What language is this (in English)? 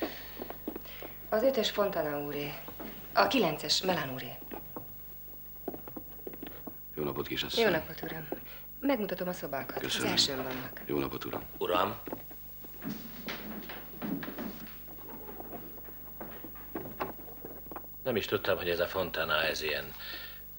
Hungarian